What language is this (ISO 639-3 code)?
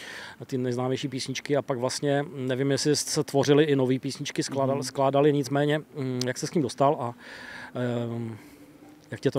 ces